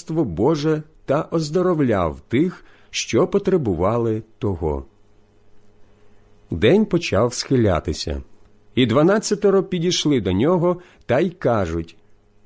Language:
Ukrainian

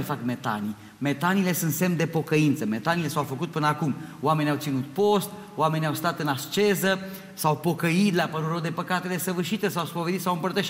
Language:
Romanian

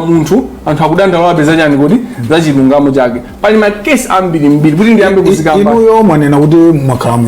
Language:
Nyanja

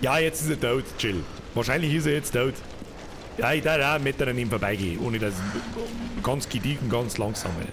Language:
Bavarian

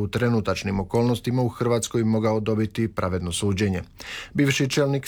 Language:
Croatian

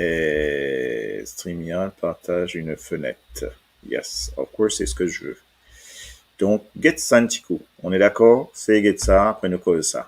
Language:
Morisyen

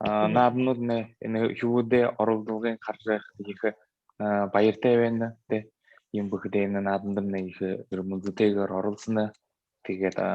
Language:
Buriat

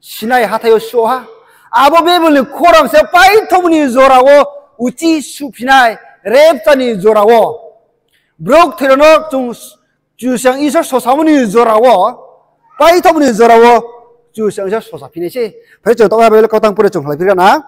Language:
Riang (India)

